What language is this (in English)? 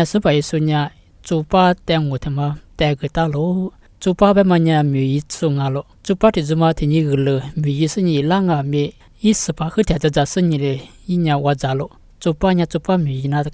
Lisu